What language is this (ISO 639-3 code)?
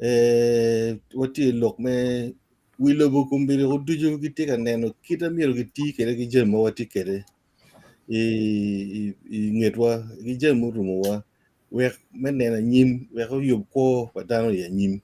ach